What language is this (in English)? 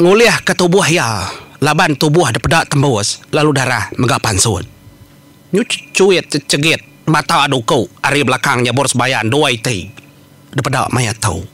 Iban